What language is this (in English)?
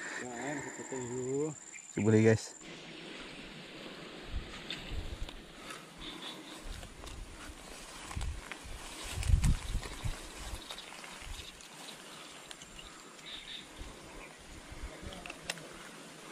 Malay